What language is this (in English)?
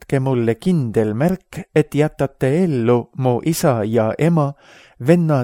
Estonian